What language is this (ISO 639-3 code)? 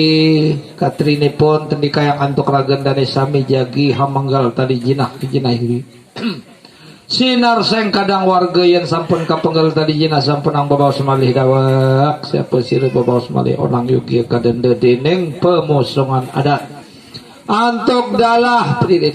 sas